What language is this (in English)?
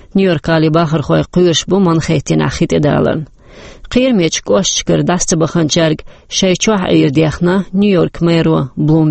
Chechen